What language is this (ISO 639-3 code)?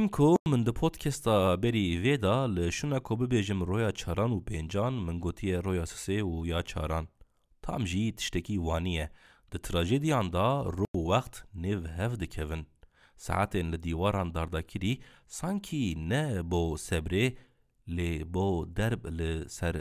kur